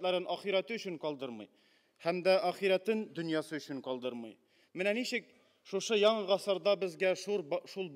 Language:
Tatar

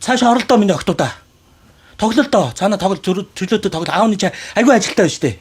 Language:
Mongolian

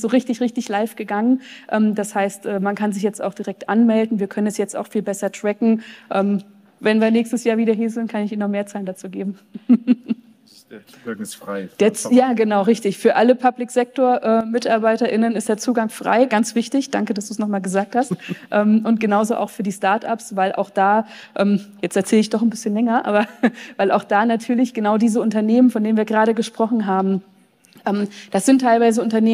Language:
German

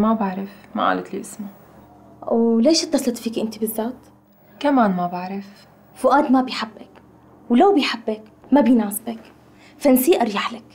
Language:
North Levantine Arabic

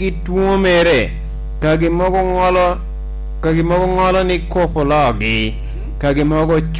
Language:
Lango (Uganda)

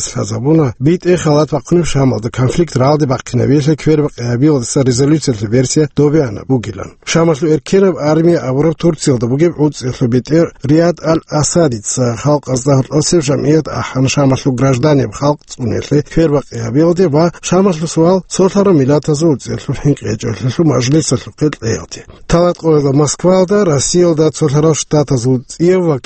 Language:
Avaric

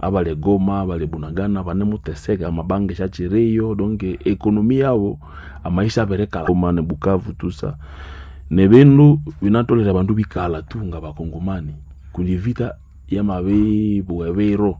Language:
Nande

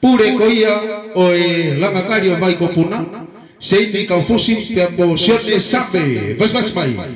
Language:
Tongan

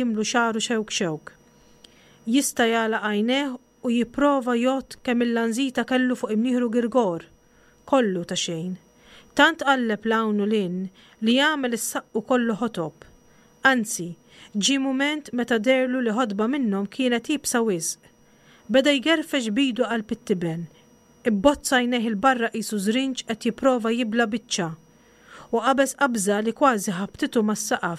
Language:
Maltese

